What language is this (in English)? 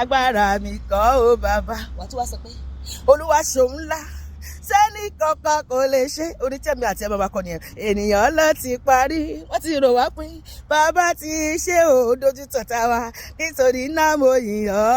Yoruba